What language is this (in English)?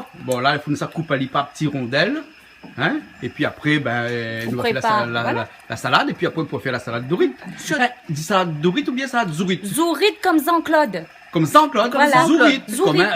Réunion Creole French